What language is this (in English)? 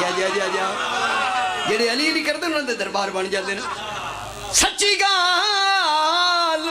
Pahari-Potwari